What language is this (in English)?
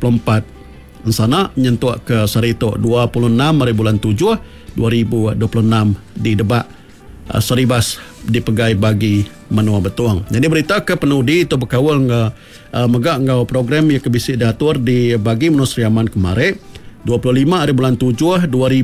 Iban